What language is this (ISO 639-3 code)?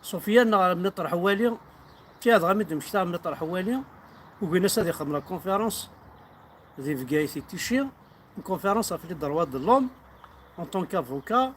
kab